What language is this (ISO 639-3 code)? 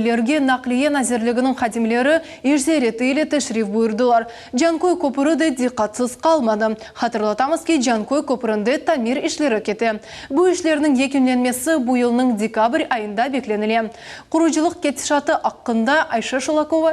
crh